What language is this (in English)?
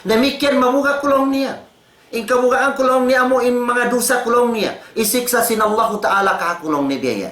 Tausug